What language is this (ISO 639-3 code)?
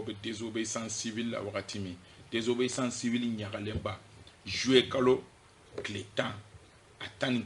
bam